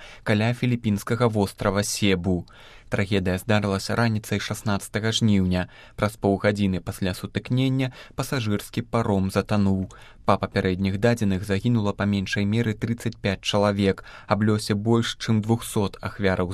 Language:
Belarusian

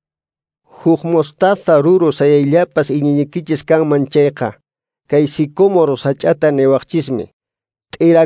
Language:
Quechua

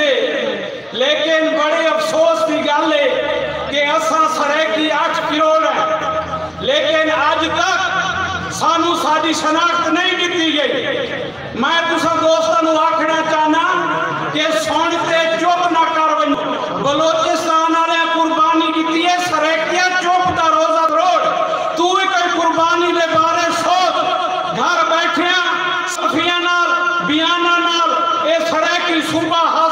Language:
Saraiki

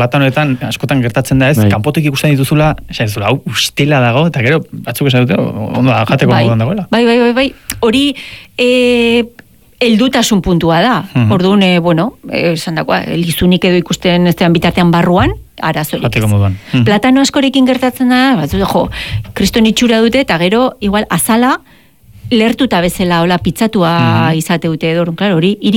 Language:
Basque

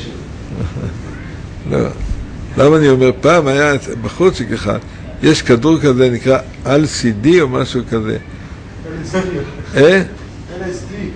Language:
Hebrew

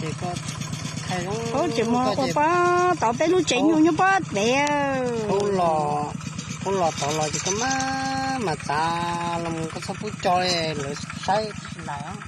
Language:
Hmong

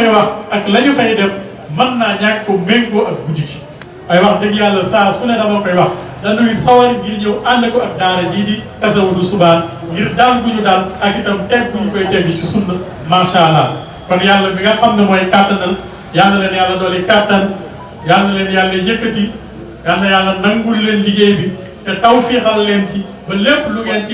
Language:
Wolof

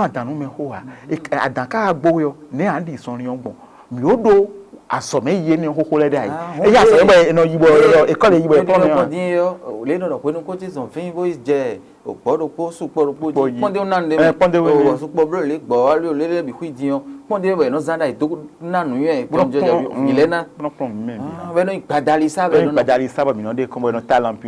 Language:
Fon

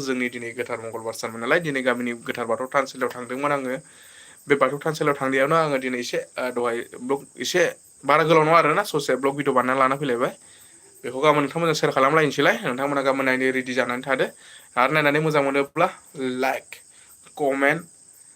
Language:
Bodo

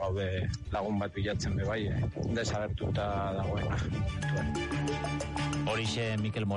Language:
Basque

